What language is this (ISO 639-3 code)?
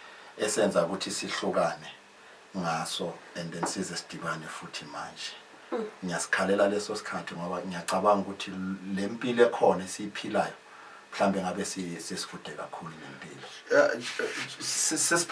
zul